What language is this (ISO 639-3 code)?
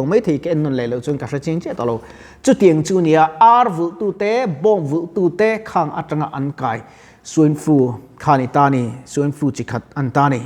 lus